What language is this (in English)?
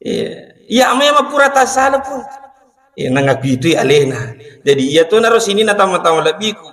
Buginese